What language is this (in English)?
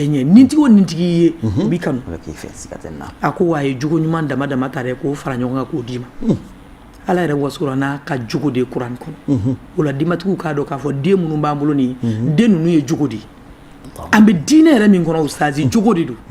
Bambara